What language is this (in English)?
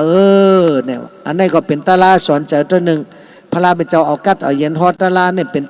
Shan